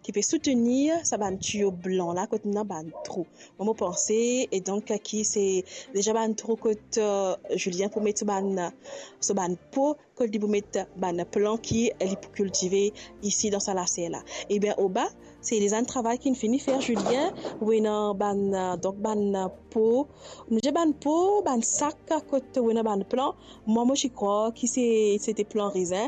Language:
Morisyen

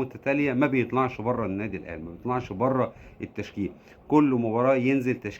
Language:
Egyptian Arabic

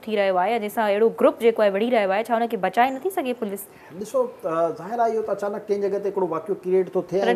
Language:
Sindhi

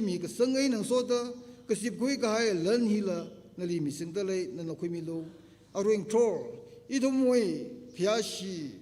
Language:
Tangkhul Naga (India)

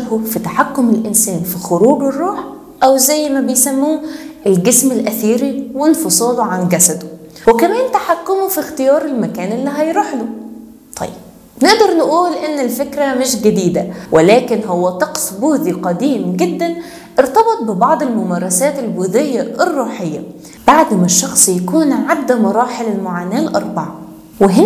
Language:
Egyptian Arabic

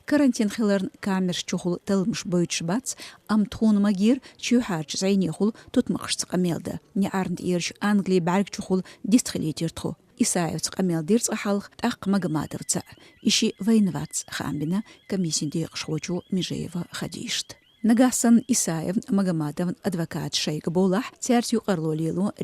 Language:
Chechen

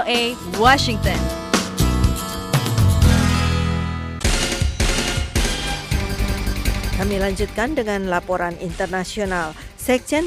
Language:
Indonesian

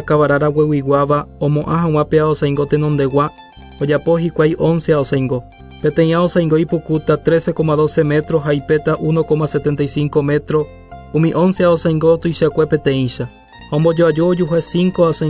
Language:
Guarani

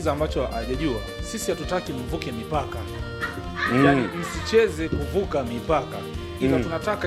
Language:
Swahili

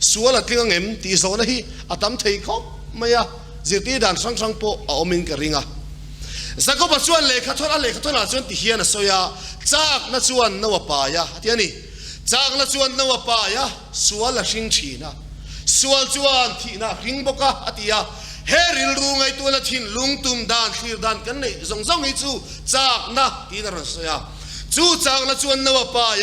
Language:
Mizo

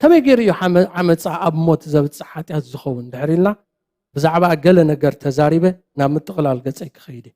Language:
Tigrinya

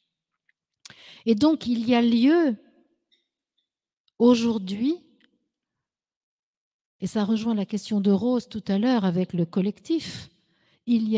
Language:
French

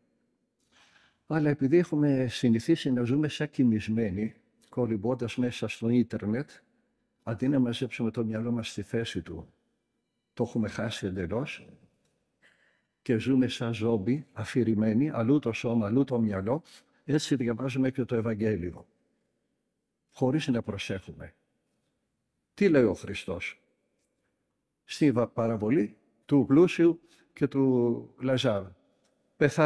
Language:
Greek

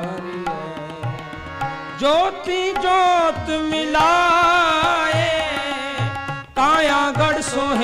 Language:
Punjabi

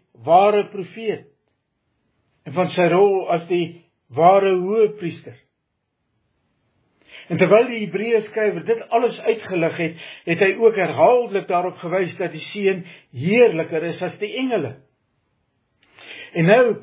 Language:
Afrikaans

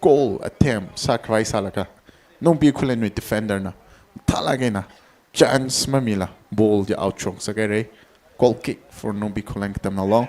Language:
Tangkhul Naga (India)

